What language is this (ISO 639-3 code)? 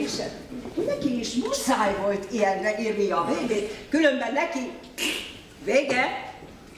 hun